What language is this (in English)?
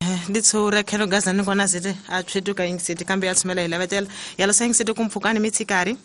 Tsonga